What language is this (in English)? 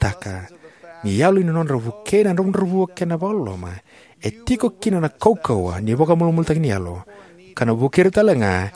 Fijian